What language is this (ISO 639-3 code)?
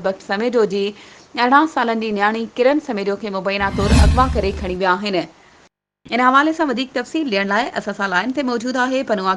snd